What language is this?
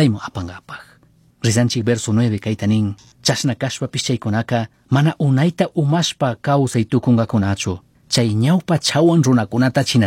Chimborazo Highland Quichua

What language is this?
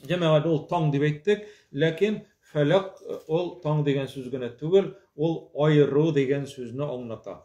Tatar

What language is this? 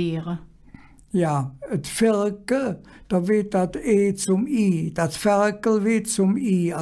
Colognian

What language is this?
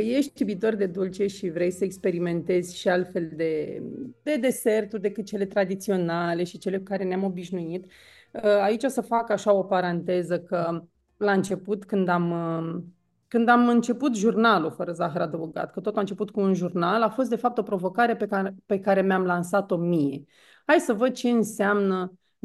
Romanian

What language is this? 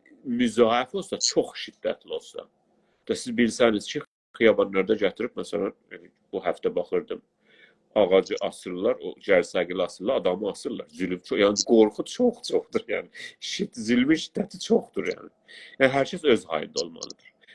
South Azerbaijani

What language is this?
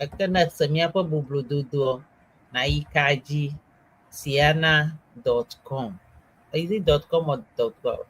Ewe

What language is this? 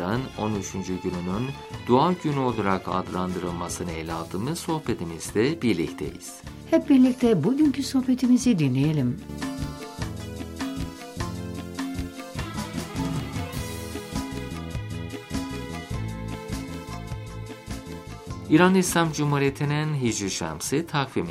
Turkish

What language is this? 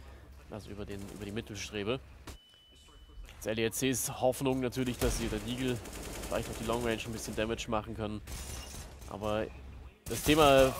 German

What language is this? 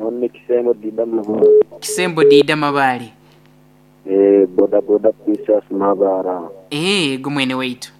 Nyoro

